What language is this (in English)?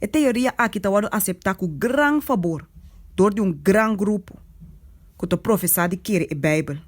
Papiamento